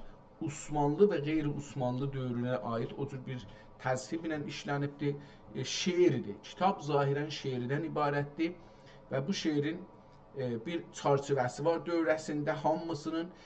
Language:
South Azerbaijani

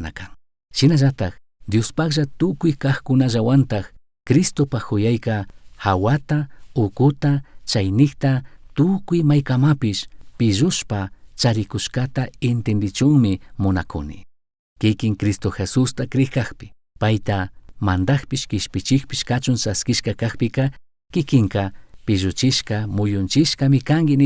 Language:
Chimborazo Highland Quichua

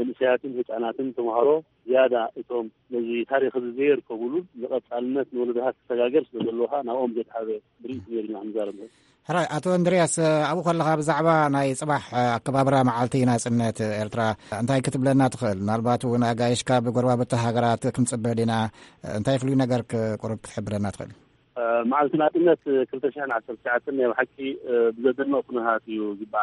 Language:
Tigrinya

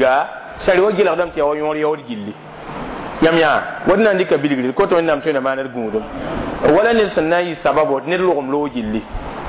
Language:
Mossi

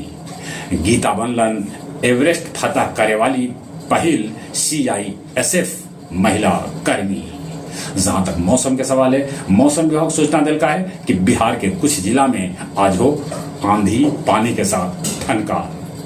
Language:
Magahi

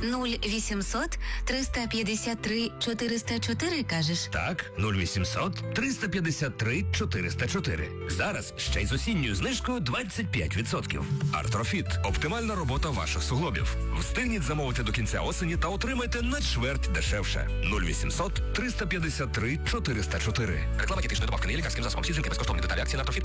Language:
Ukrainian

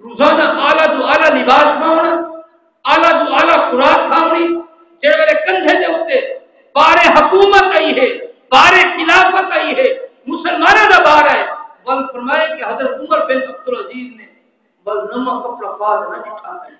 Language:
Saraiki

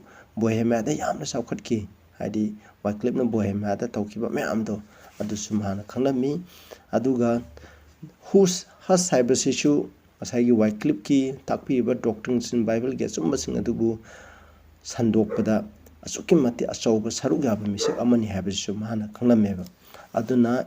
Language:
Manipuri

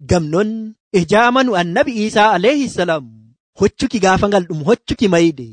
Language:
Nigerian Fulfulde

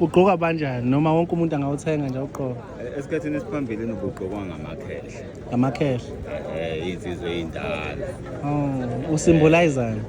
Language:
Zulu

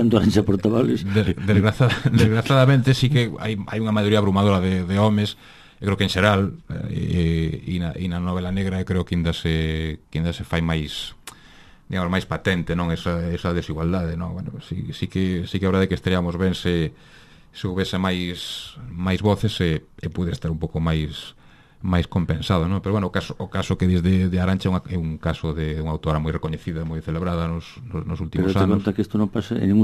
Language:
Galician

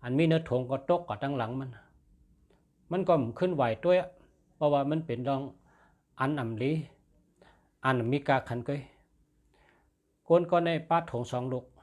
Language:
Shan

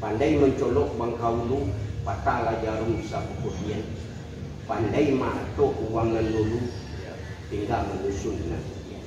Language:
Minangkabau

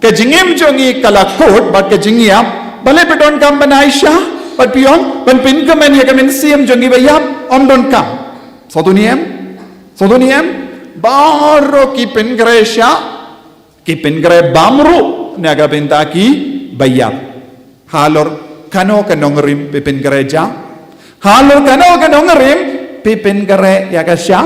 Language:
Khasi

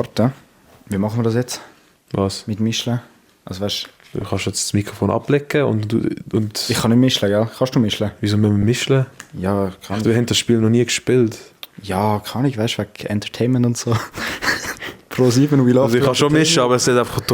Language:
Swiss German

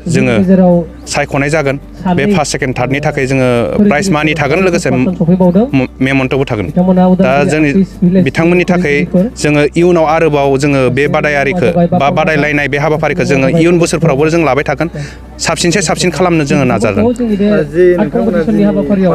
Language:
Bodo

